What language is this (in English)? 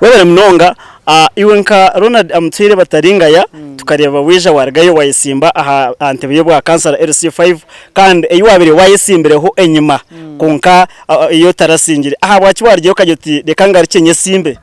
Nyankole